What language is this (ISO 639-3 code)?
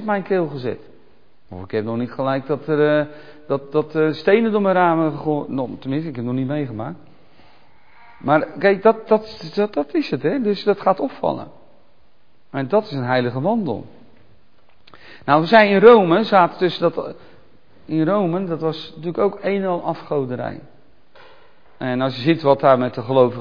nld